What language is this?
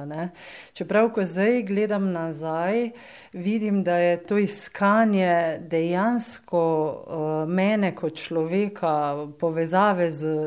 Slovenian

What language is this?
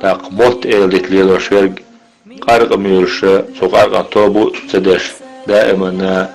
Chechen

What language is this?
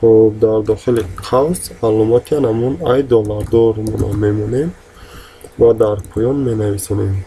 Tajik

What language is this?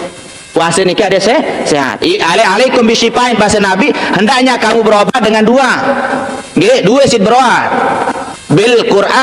Sasak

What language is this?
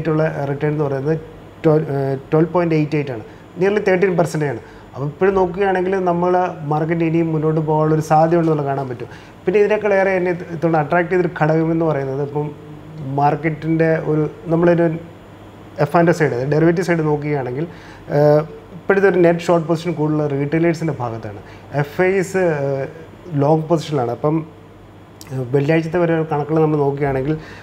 Malayalam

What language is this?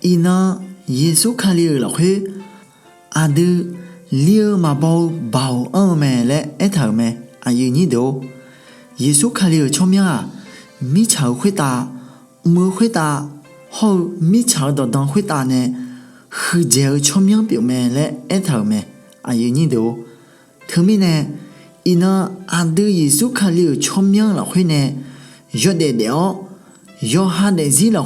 Akha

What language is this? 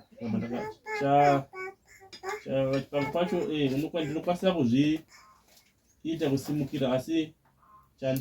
Shona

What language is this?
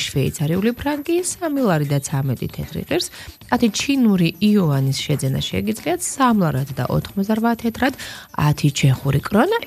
Georgian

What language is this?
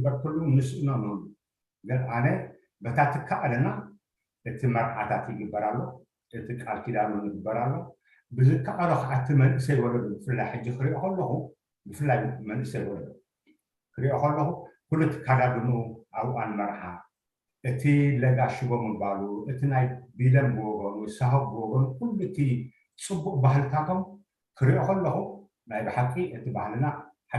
Tigrinya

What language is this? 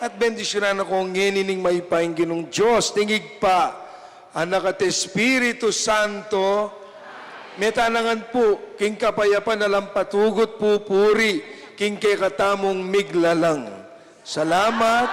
Pampanga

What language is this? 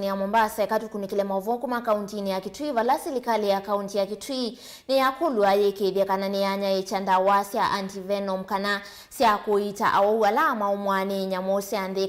Kamba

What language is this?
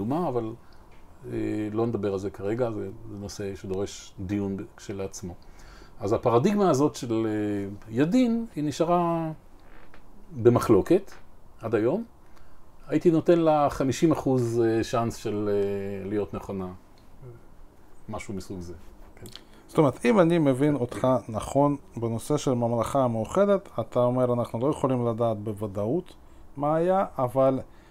Hebrew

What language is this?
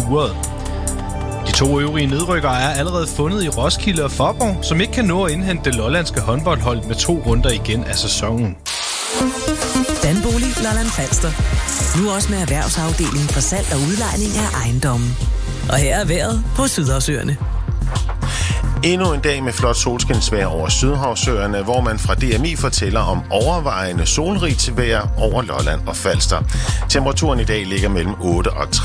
Danish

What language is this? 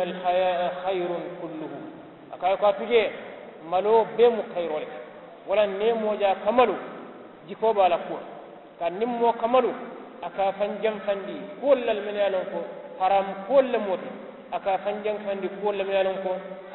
Mandingo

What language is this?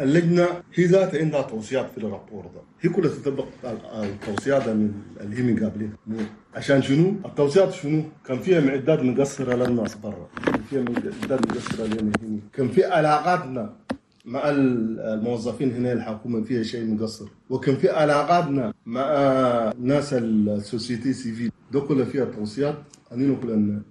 Chadian Arabic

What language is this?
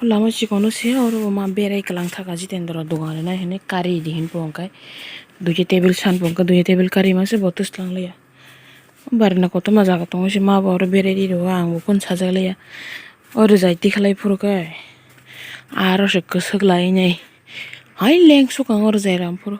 Kok Borok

